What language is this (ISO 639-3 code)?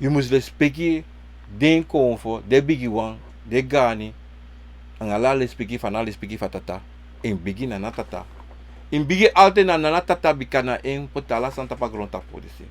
srn